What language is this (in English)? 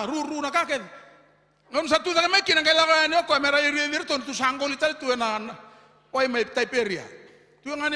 Fijian